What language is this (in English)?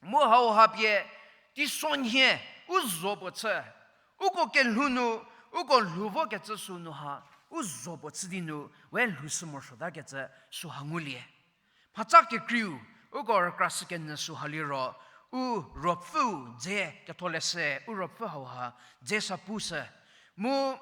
Angami Naga